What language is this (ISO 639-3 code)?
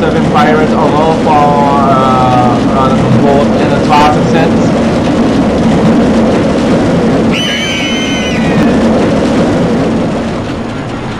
nld